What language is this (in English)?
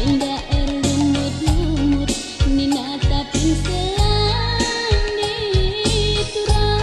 Batak Karo